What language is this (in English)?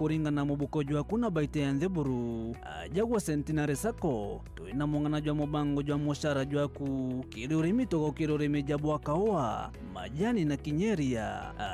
Meru